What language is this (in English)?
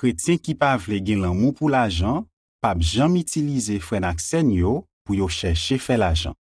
Haitian Creole